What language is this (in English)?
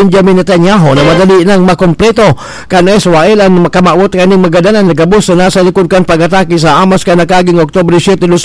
Bikol